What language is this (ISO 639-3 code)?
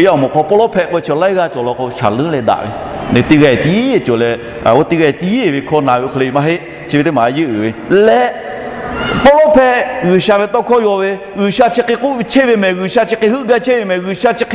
lhu